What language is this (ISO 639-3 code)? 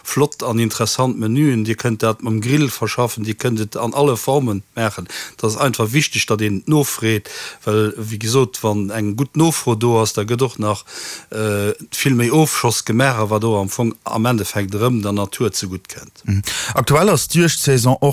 ltz